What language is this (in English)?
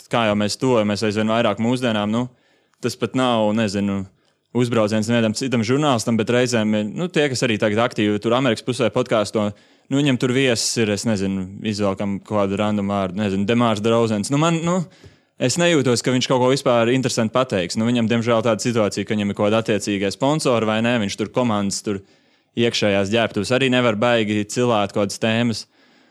Latvian